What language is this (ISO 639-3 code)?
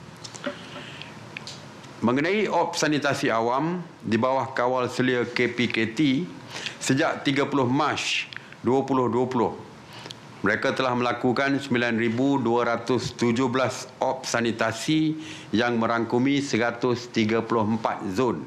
msa